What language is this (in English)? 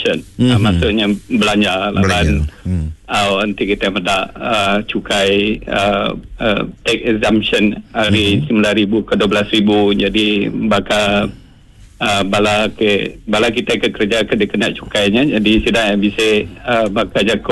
Iban